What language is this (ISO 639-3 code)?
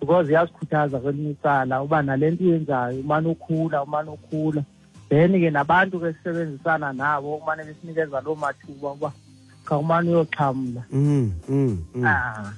xho